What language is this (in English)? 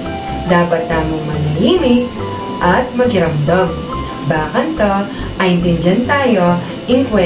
Pampanga